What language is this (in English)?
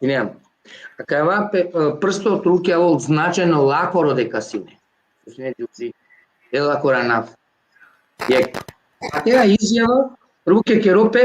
Balkan Romani